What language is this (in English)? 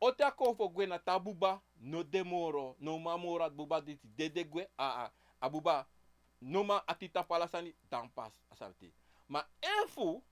Sranan Tongo